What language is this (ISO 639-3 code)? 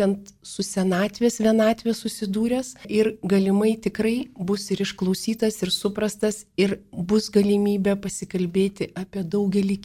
lit